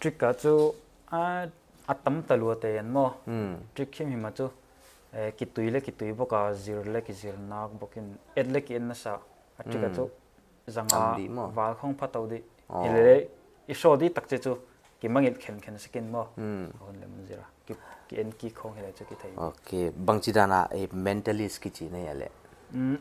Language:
Paite Chin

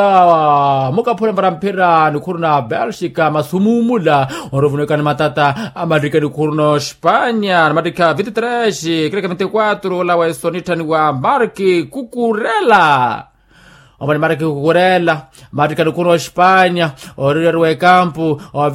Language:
Makhuwa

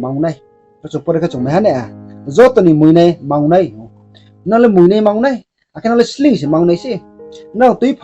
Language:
Riang (India)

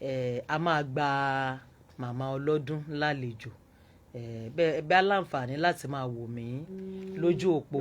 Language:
Yoruba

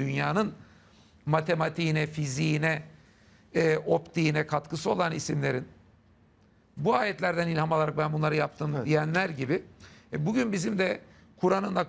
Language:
Turkish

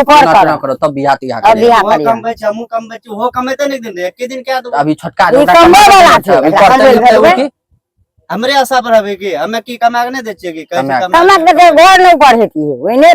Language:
Maithili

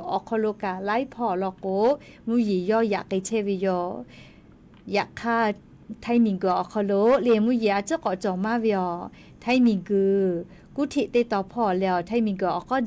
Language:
Lahu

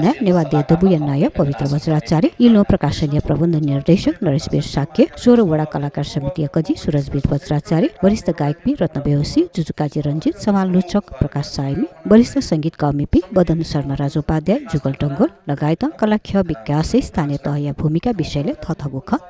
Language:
Newari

